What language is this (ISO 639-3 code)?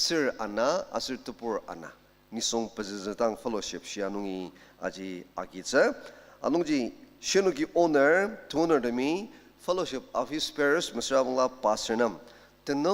njo